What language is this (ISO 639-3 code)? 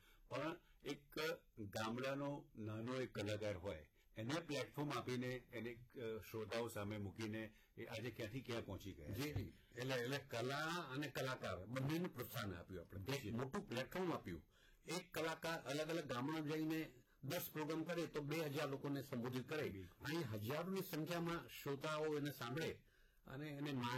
guj